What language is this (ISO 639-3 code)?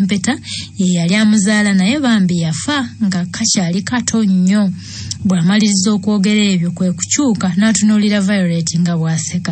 lug